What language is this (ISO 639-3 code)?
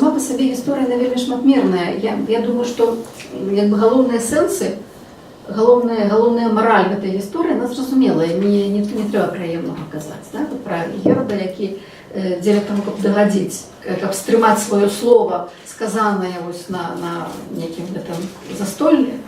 bel